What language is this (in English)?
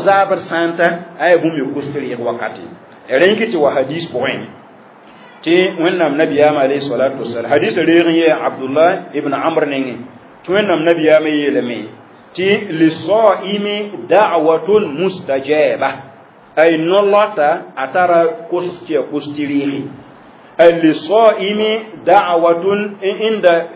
Mossi